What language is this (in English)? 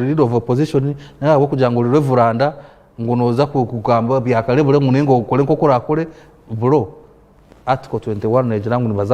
Nyankole